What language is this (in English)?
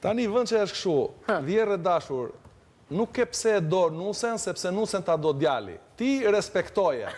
Albanian